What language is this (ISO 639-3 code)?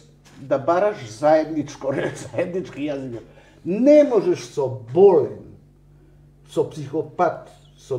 mkd